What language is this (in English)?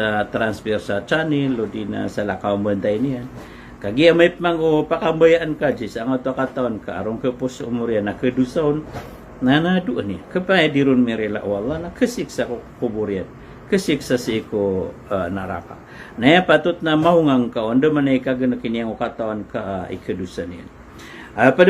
Maranao